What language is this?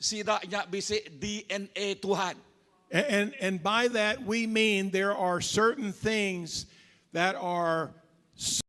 Iban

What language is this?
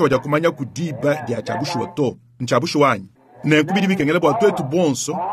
Luba-Lulua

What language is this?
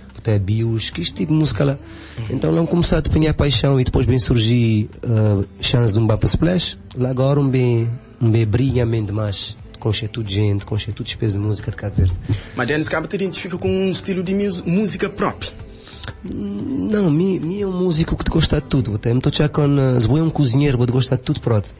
Kabuverdianu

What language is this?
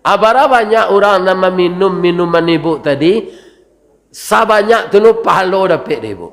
Minangkabau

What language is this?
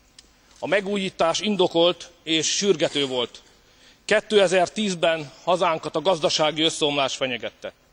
Hungarian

